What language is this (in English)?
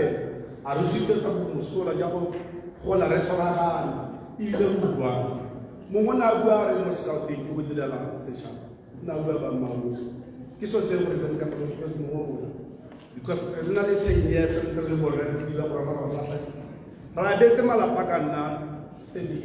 Tswana